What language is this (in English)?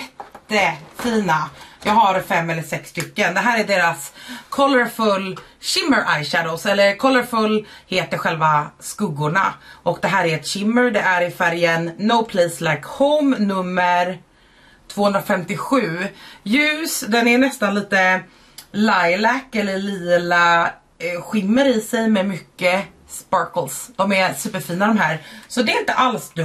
Swedish